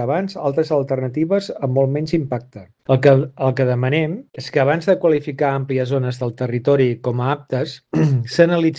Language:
Catalan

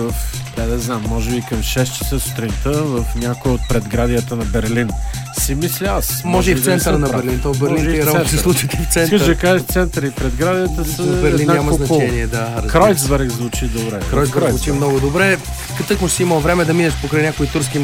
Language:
Bulgarian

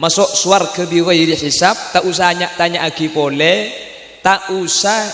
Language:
Madurese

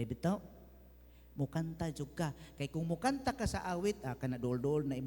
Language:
Cebuano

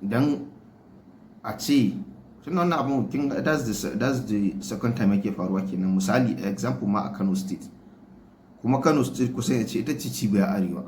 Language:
Hausa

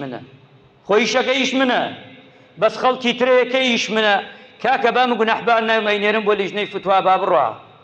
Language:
Central Kurdish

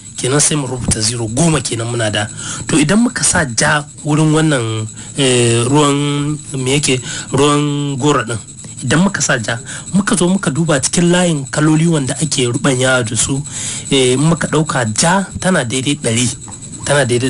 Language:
Hausa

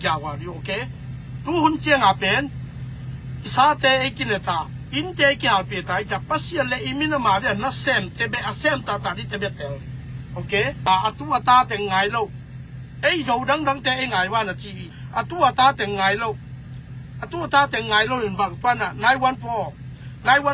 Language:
Tedim Chin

